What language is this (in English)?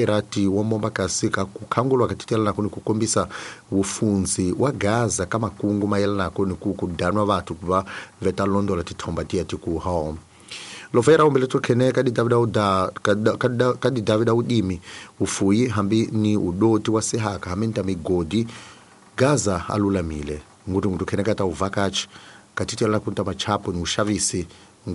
Tsonga